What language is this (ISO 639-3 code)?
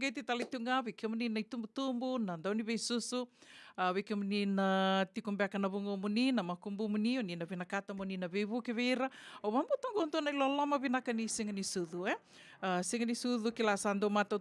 fij